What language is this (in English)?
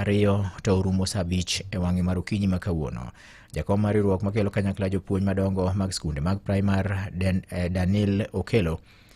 Luo (Kenya and Tanzania)